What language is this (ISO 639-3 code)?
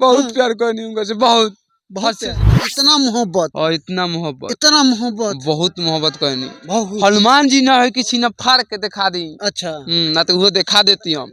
bho